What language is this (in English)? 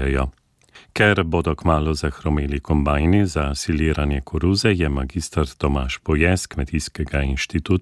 Slovenian